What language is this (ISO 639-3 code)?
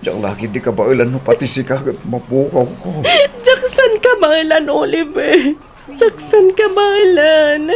ilo